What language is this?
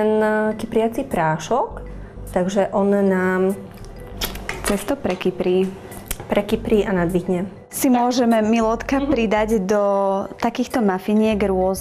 Slovak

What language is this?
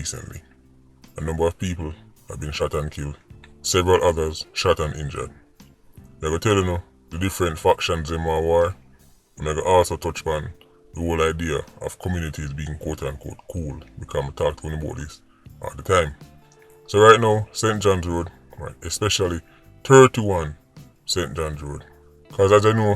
Jamaican Creole English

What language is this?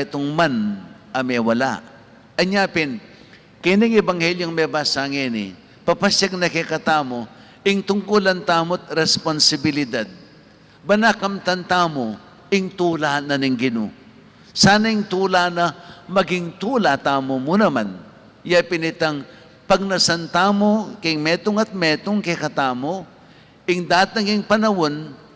Pampanga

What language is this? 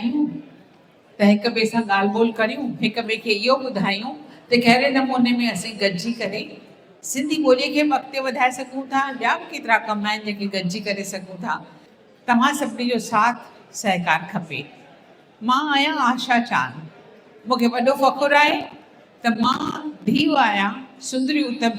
Sindhi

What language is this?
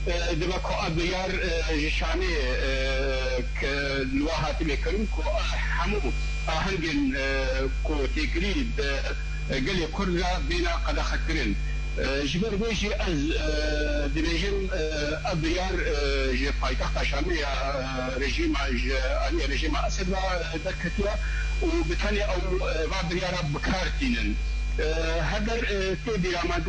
Kurdish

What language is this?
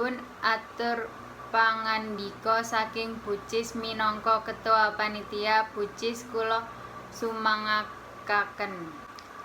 Javanese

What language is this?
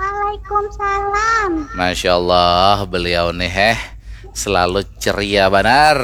Banjar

